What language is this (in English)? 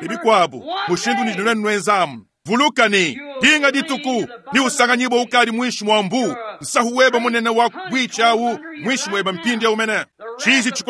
Luba-Lulua